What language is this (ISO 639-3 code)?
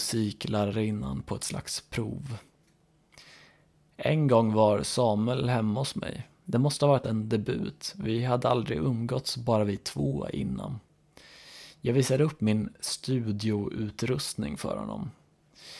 swe